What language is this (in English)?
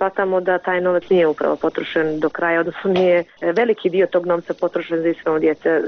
Bosnian